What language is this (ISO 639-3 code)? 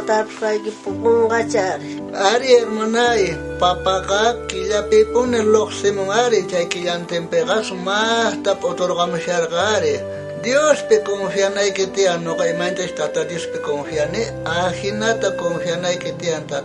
quh